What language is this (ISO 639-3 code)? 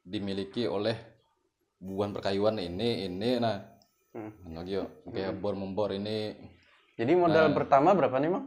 bjn